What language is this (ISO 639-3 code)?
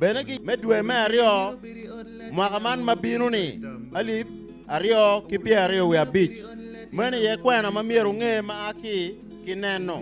ach